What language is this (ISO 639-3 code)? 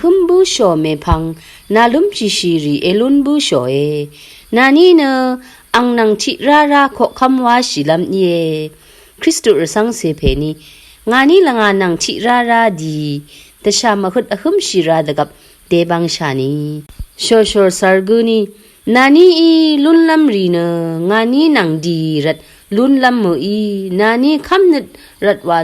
raw